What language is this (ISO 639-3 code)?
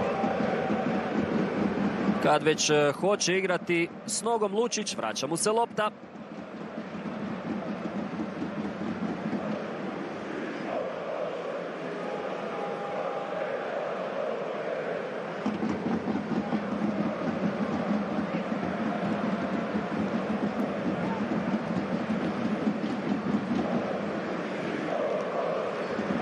hrv